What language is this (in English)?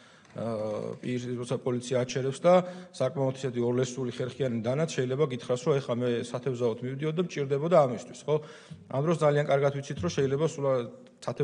Georgian